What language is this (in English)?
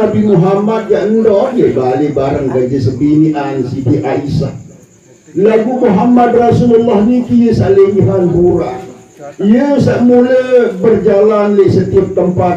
Sasak